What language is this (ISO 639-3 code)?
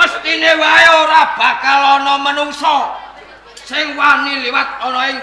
jav